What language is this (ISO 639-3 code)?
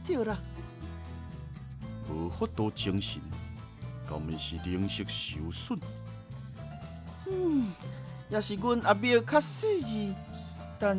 nan